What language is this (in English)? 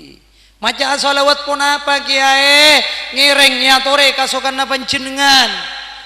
Madurese